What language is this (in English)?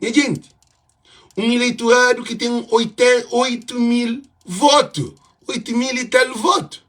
Kabuverdianu